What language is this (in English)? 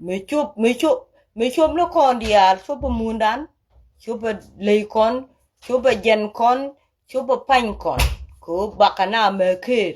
Nuer